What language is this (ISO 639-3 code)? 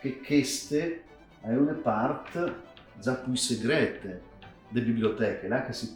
fur